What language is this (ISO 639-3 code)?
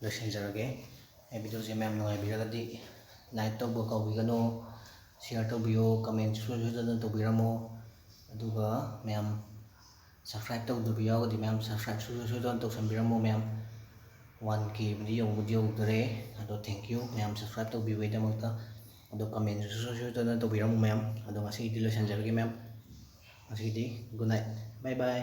mni